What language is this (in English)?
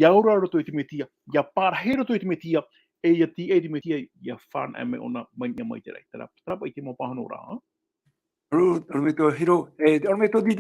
Tahitian